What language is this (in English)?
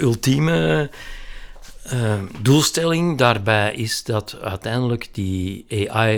Dutch